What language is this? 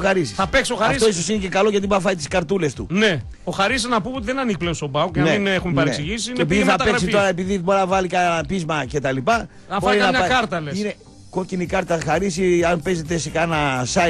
Greek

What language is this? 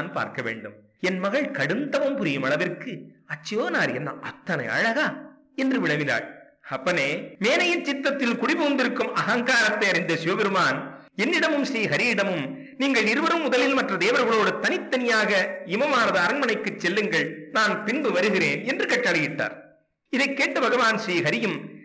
Tamil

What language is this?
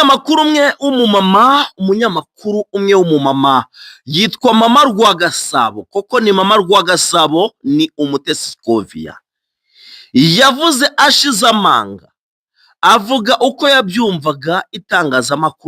Kinyarwanda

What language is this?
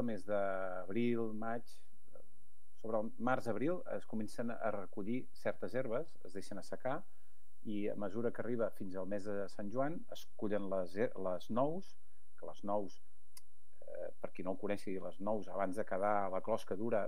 Catalan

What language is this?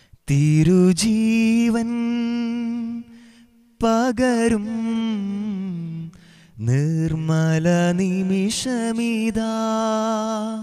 Malayalam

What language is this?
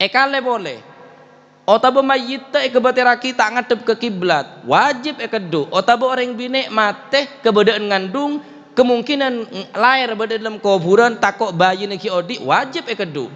Madurese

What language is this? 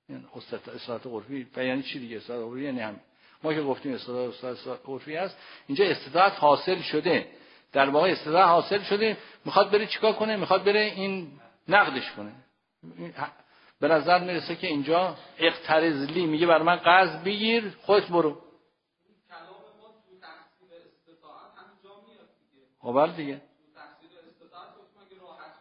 Persian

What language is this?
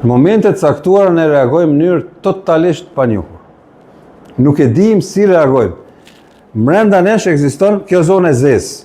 Albanian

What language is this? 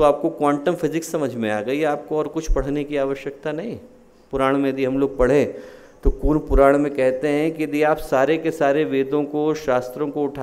Hindi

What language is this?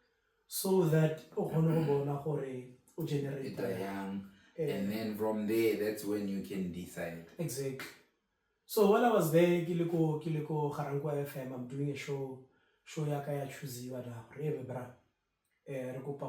Tswana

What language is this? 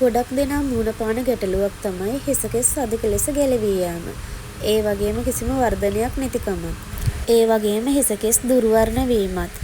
Sinhala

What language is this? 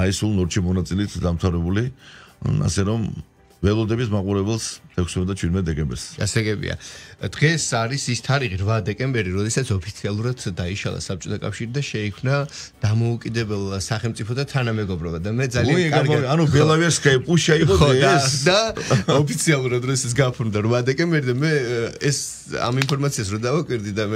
Georgian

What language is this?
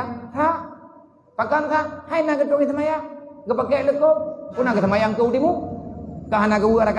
Achinese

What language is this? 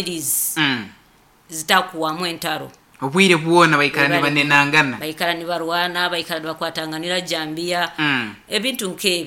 Nyoro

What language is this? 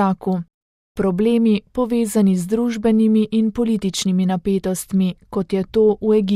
Slovenian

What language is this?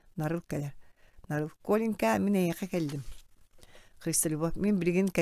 Yakut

